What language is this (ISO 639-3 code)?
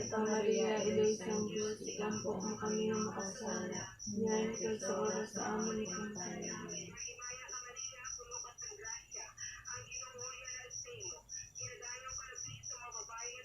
hil